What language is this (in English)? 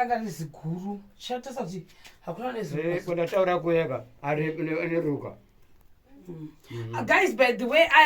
Shona